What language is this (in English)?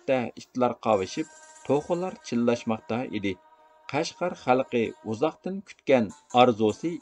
Uyghur